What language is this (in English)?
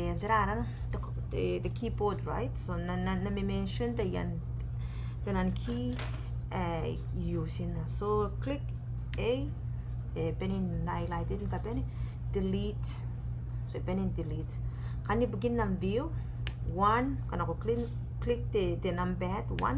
Gilbertese